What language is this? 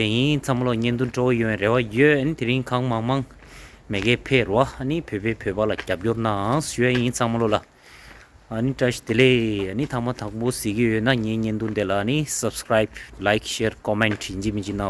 Tibetan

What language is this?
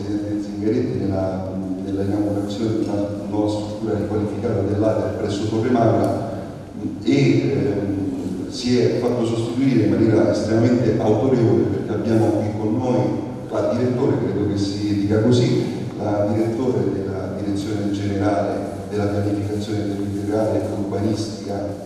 Italian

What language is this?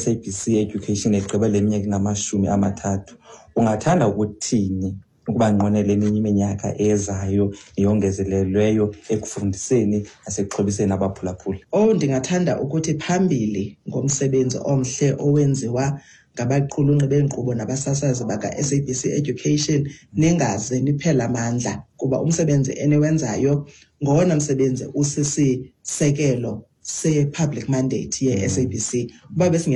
Xhosa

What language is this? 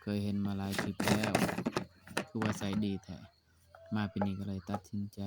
Lao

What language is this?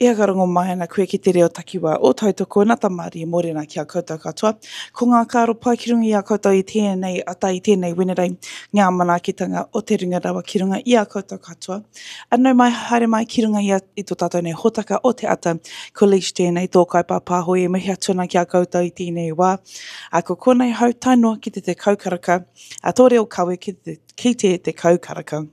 Māori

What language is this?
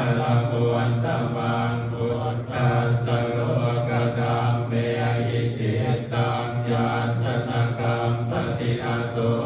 Pali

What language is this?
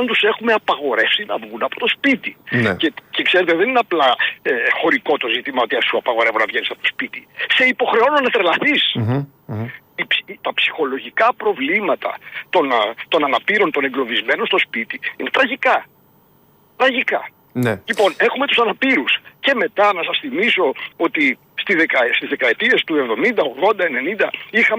Greek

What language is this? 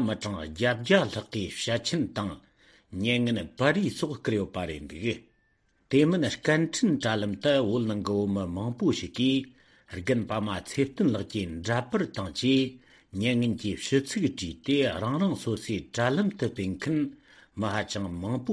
Tibetan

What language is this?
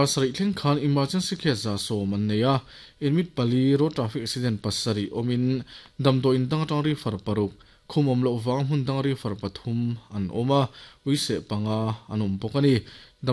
Mizo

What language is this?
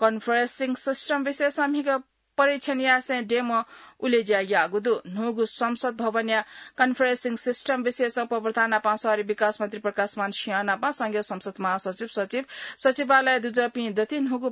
Newari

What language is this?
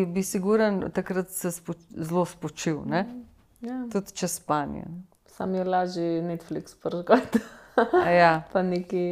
Slovenian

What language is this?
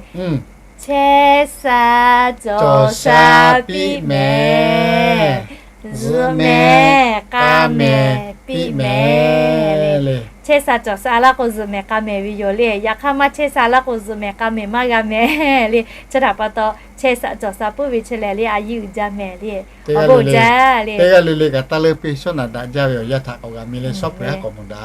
Lahu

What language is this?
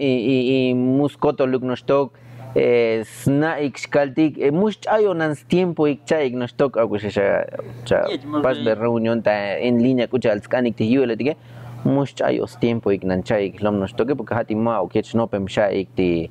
Tzotzil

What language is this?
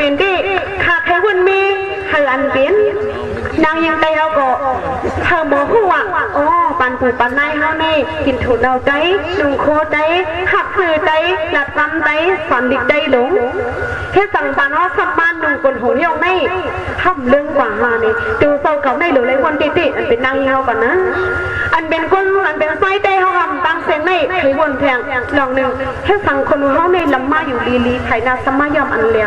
Shan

